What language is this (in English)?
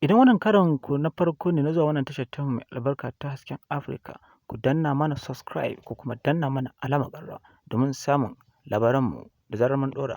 Hausa